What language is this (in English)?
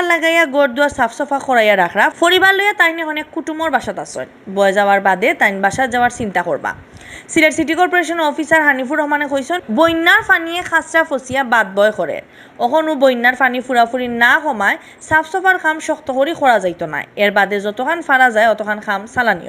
Sylheti